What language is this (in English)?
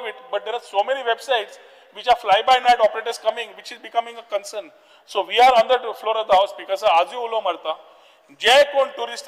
Konkani